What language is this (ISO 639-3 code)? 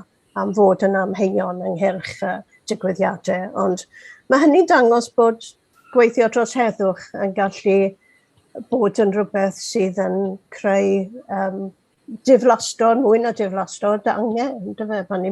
cym